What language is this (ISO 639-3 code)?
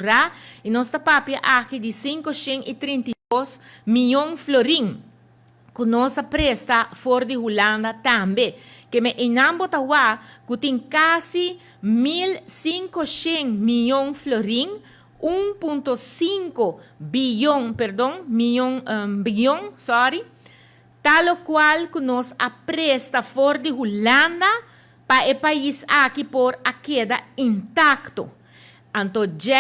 pap